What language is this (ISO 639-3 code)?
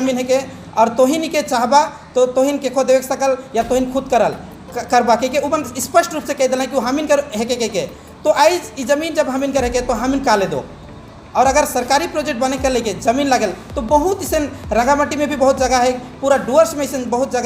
sck